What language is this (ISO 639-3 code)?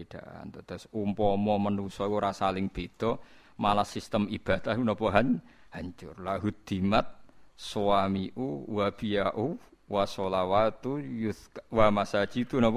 jav